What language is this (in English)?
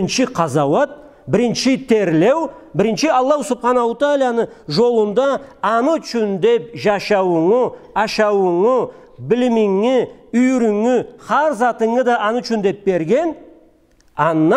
Karachay-Balkar